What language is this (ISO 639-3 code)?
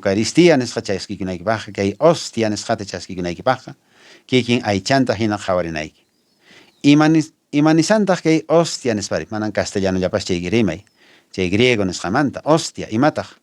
que